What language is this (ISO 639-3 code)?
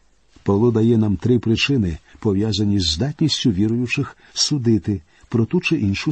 ukr